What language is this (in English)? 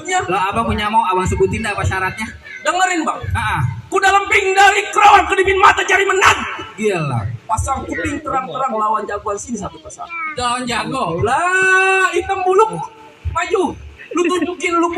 Betawi